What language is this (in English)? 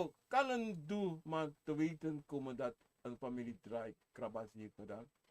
Sranan Tongo